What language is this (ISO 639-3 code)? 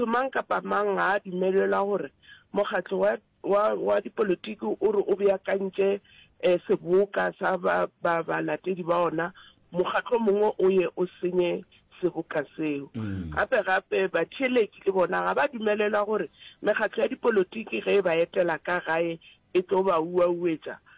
nso